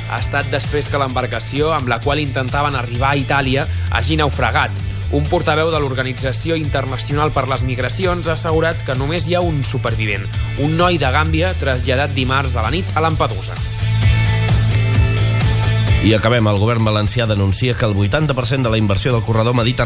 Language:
Catalan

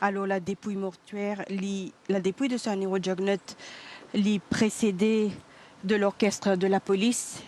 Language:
Morisyen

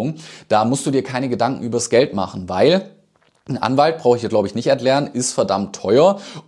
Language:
German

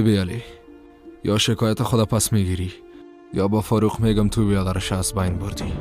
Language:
Persian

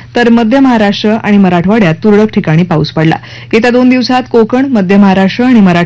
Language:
Marathi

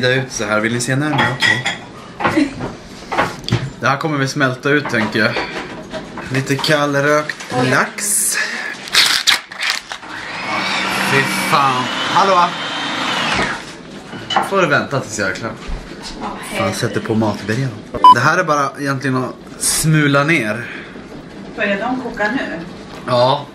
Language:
Swedish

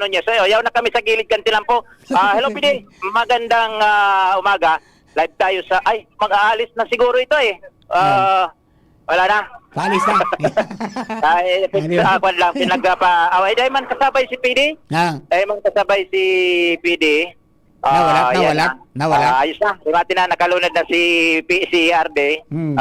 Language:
Bikol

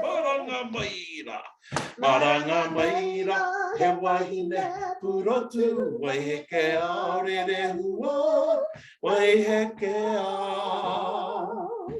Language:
Māori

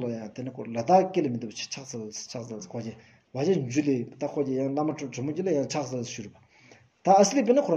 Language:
Stod Bhoti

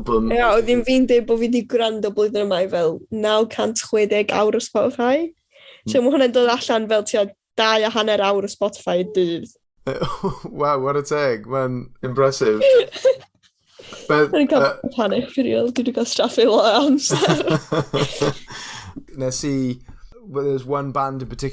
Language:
Welsh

